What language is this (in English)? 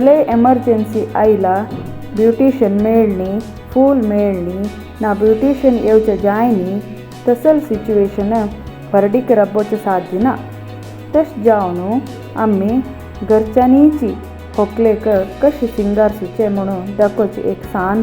Konkani